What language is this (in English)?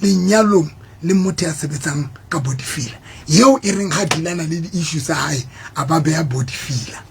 Southern Sotho